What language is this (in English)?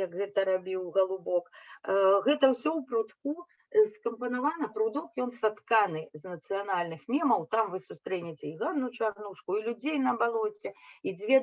Belarusian